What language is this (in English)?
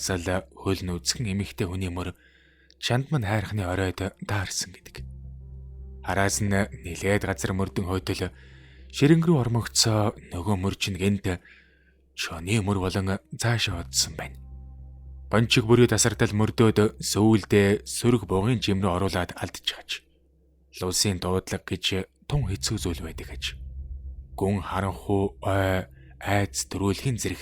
Mongolian